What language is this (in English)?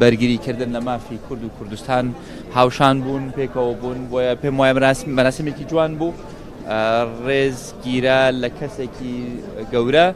Central Kurdish